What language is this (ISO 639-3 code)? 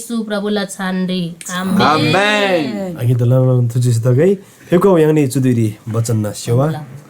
taj